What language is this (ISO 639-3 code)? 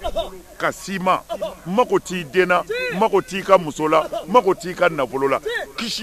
bam